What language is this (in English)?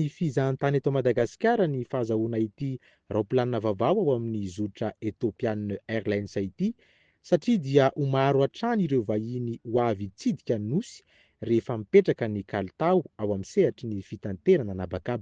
Malagasy